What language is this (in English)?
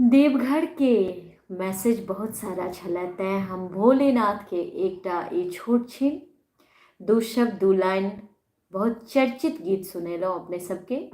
Maithili